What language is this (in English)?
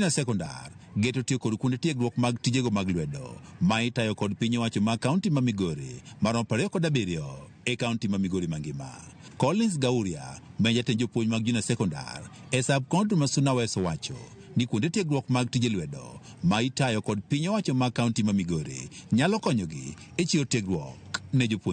Luo (Kenya and Tanzania)